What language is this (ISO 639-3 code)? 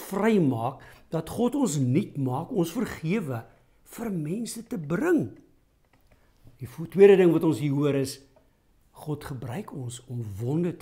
afr